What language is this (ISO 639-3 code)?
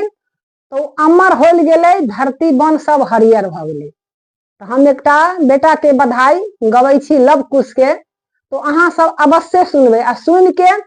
mai